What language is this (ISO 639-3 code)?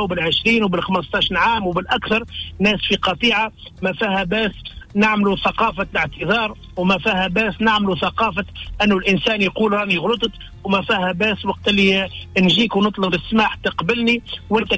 aeb